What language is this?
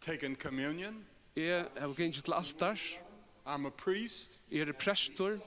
Faroese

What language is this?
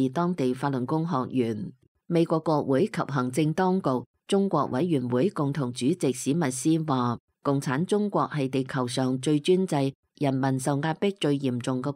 Cantonese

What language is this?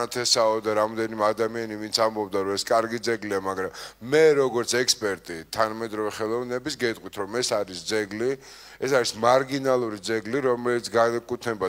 Georgian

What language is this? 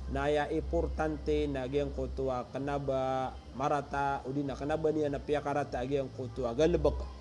Maranao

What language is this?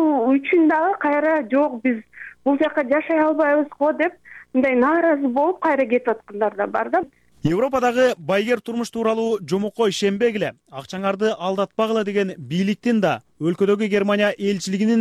Kyrgyz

